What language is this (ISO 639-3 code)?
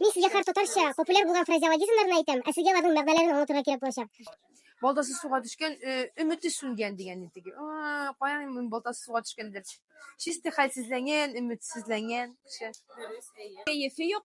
tat